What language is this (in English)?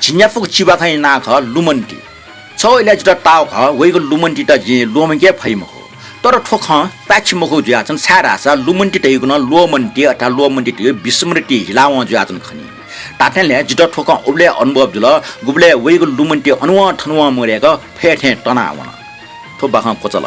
Newari